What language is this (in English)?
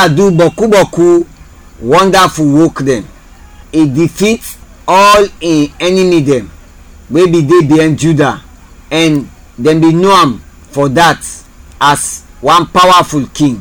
Krio